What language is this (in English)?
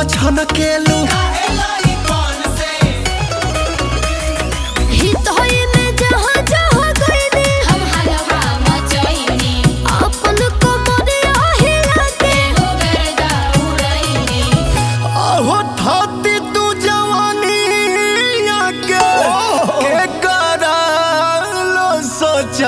Bhojpuri